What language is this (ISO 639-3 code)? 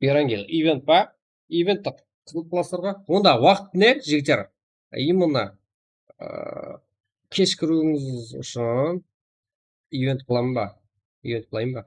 kaa